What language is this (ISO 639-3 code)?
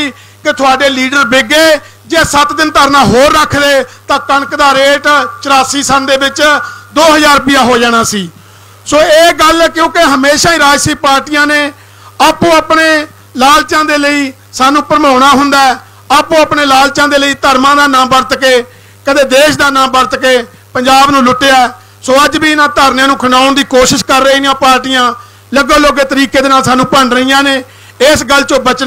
pan